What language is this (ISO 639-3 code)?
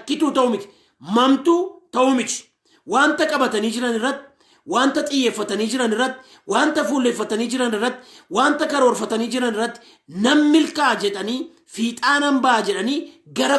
orm